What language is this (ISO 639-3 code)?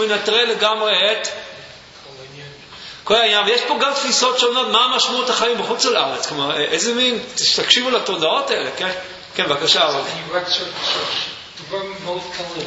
heb